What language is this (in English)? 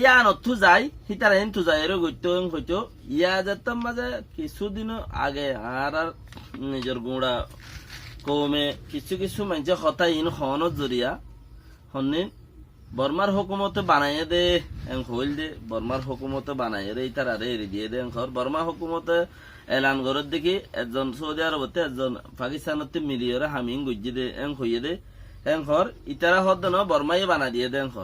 Rohingya